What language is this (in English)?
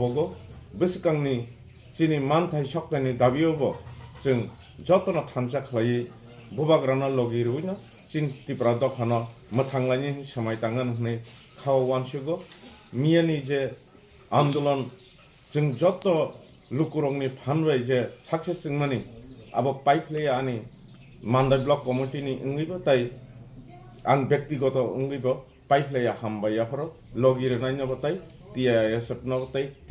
Kok Borok